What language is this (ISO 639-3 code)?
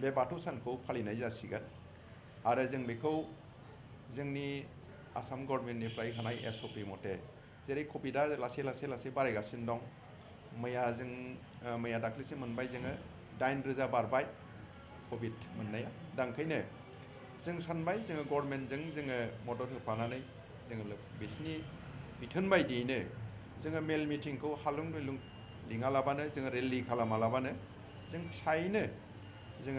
brx